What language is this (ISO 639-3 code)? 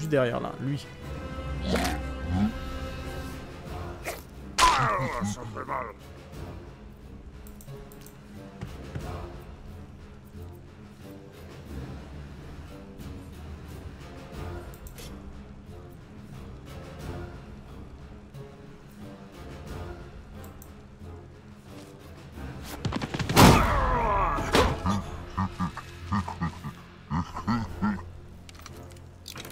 fra